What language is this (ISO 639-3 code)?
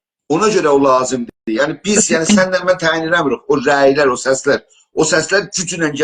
azb